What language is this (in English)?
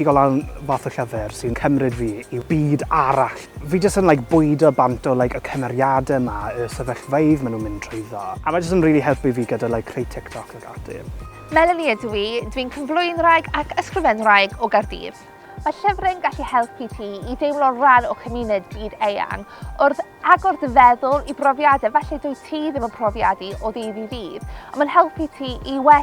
Welsh